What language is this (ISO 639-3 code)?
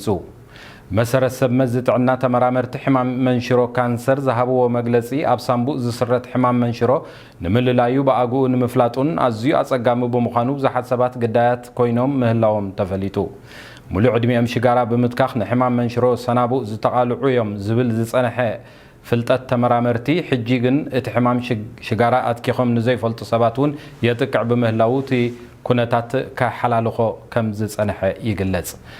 tir